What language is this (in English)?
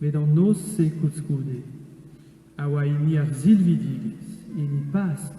Breton